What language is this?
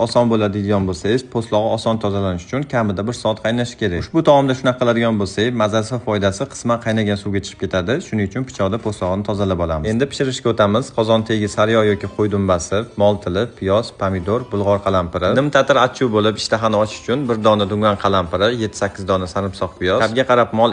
Uzbek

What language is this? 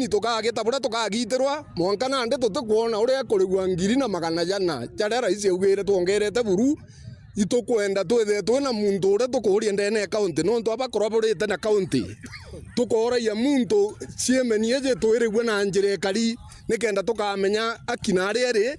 Meru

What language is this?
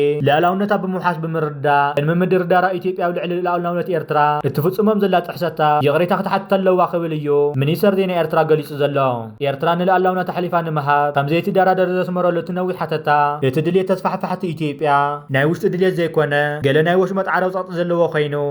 Tigrinya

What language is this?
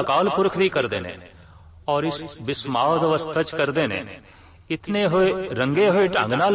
Punjabi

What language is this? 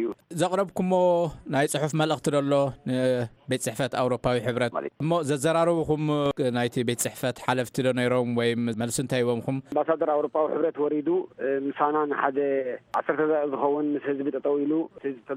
Tigrinya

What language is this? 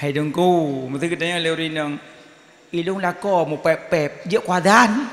Achinese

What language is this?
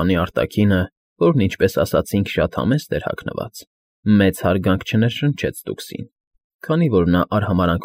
Armenian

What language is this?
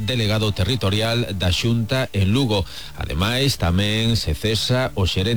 Galician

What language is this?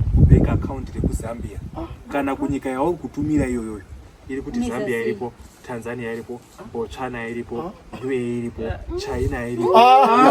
Shona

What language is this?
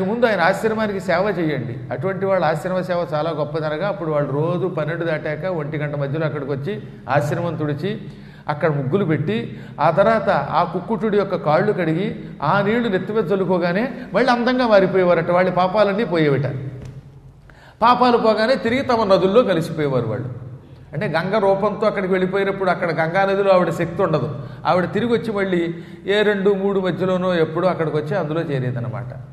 Telugu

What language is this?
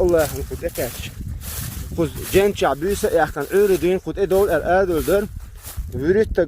Chechen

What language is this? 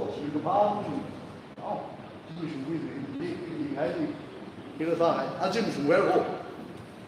Tangkhul Naga (India)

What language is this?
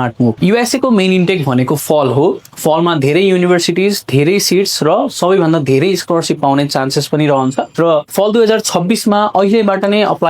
Nepali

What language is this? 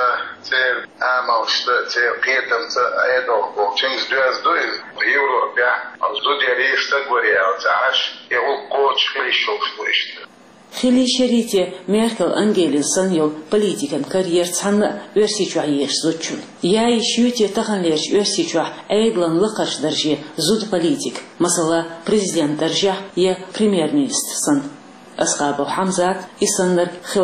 Chechen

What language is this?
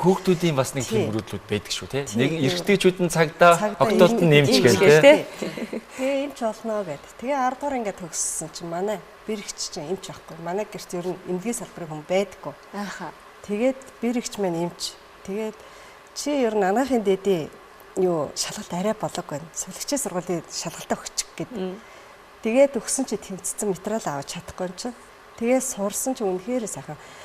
Mongolian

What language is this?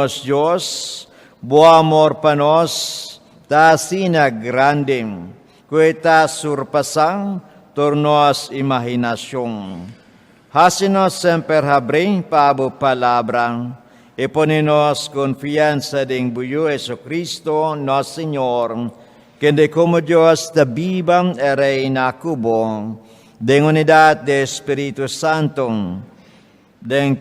Papiamento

